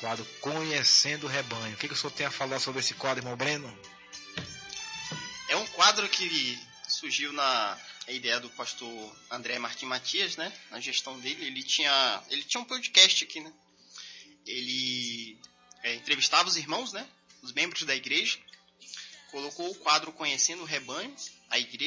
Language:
Portuguese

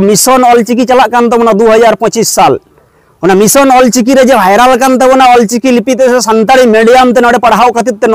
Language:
Santali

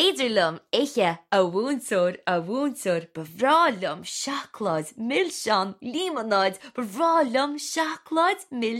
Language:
Irish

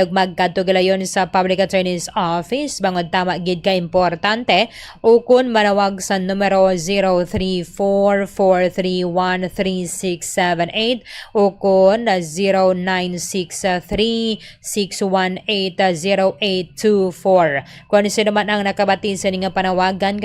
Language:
Hiligaynon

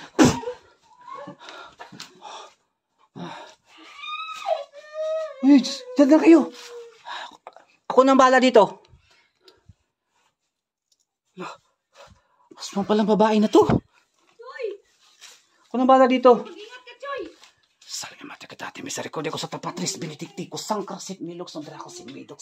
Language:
Filipino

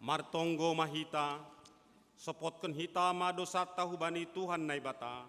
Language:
Batak Simalungun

